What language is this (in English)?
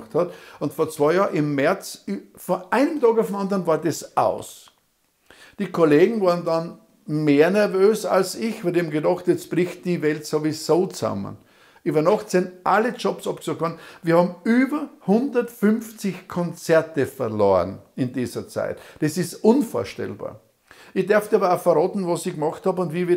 German